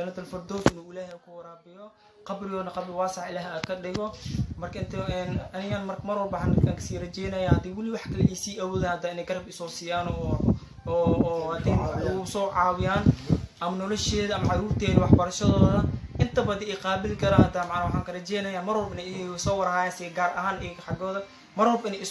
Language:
Somali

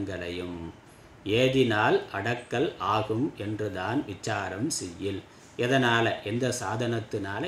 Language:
Tamil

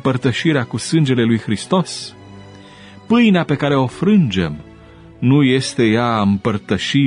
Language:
Romanian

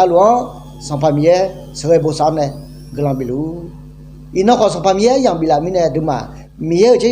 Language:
Akha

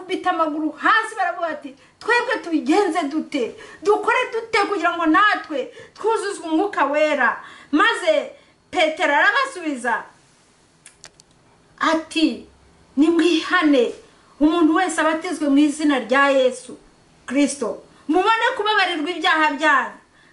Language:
Kinyarwanda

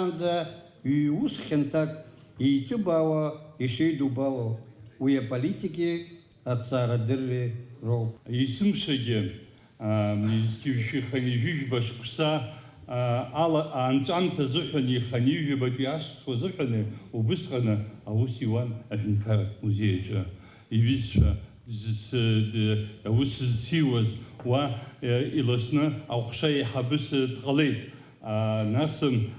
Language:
Abkhazian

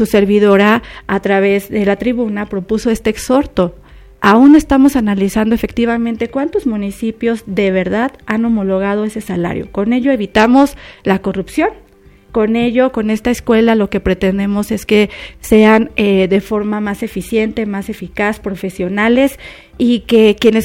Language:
Spanish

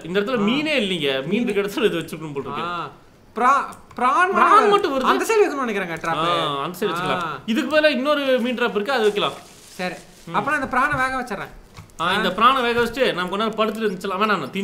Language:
Tamil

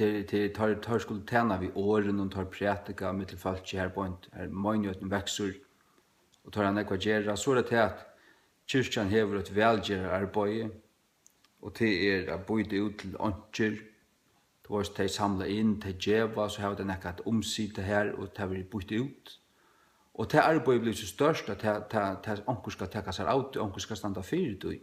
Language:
Faroese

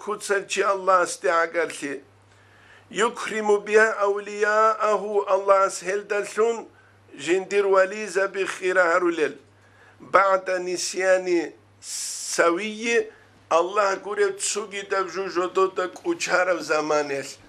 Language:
Avaric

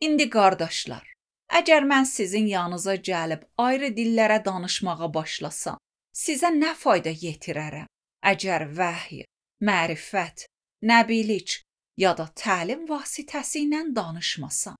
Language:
Azerbaijani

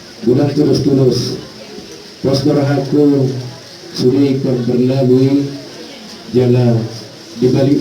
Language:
Batak Toba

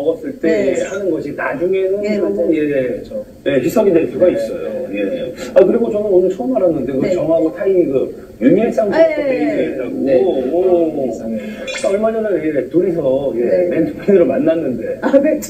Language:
Korean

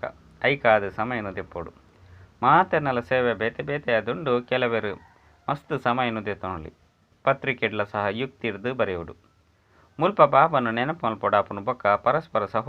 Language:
Tulu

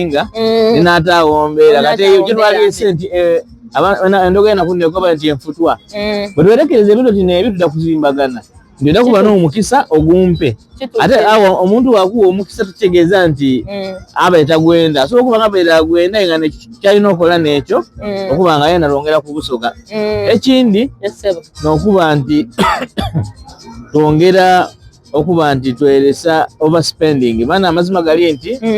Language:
Soga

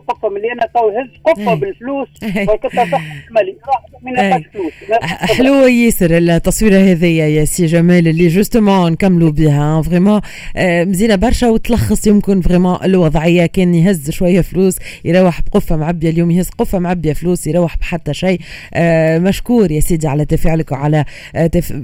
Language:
Tunisian Arabic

